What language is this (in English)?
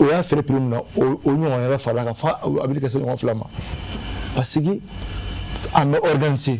Bambara